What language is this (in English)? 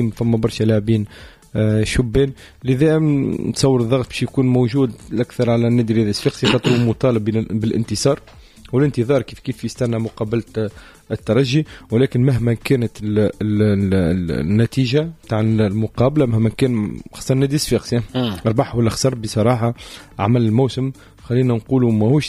Tunisian Arabic